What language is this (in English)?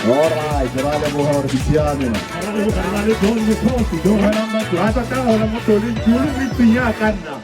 Tswana